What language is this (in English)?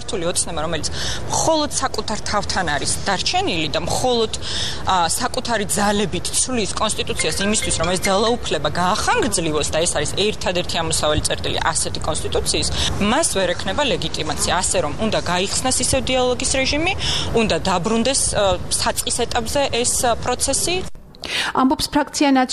Georgian